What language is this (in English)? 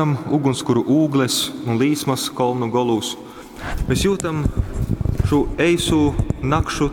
Latgalian